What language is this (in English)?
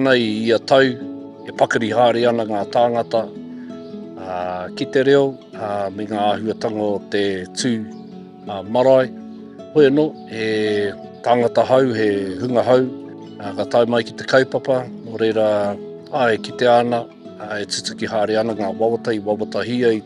Māori